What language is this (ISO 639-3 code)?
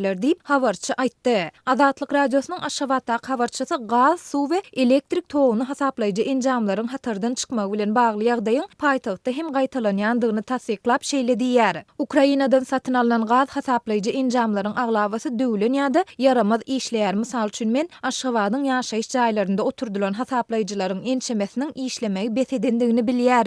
tuk